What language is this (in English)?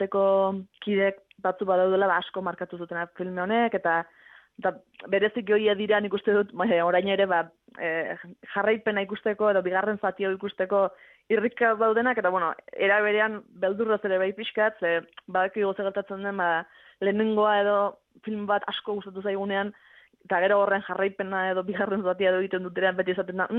Basque